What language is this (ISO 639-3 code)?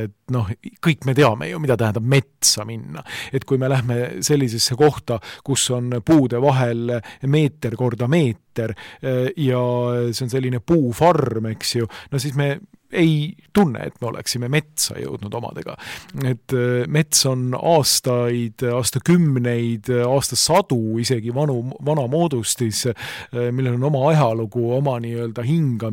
est